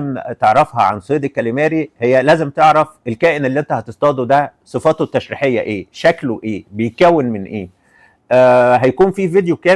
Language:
Egyptian Arabic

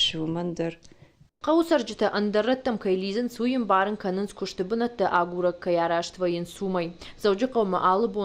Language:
Ossetic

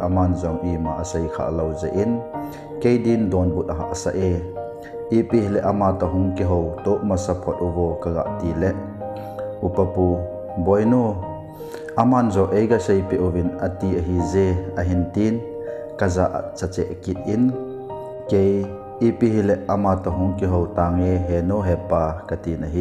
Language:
Thado Chin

